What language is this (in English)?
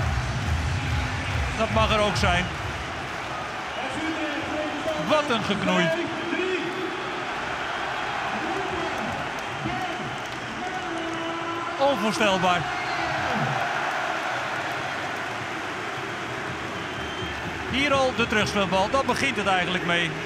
Dutch